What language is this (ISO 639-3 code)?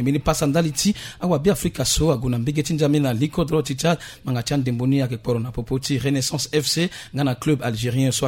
sag